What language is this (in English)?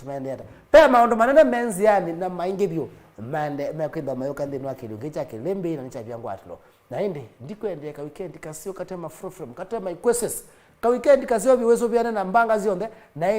Kamba